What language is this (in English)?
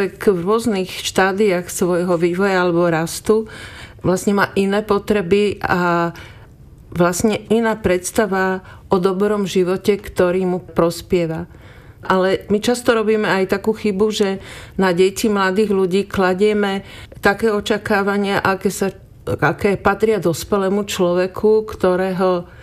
Slovak